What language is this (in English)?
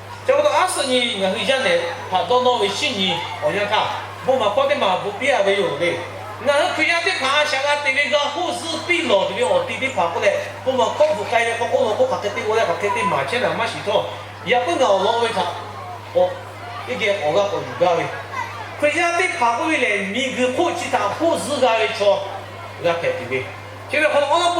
Lahu